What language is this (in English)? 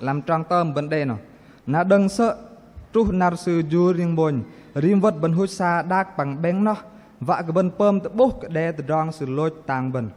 Bahnar